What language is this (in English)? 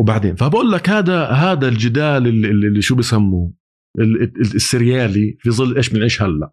North Levantine Arabic